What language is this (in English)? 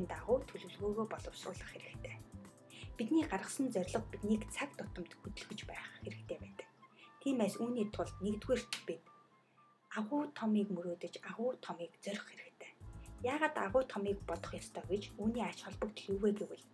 Mongolian